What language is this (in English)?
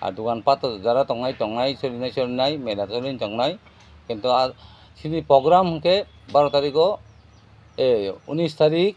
Kok Borok